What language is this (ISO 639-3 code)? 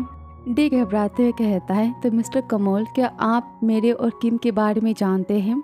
hin